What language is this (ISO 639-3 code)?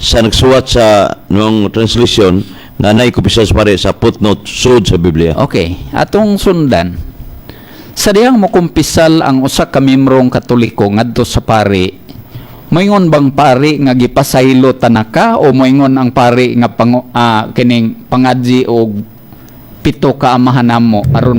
ceb